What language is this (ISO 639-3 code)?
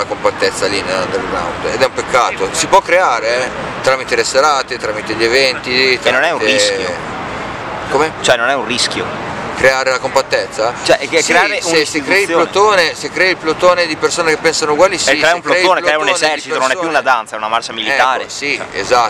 ita